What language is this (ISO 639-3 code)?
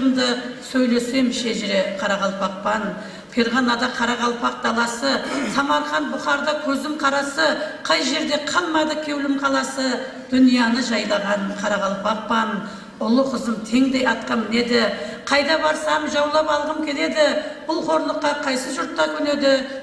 kaa